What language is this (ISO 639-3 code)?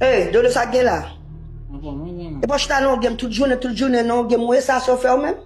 hat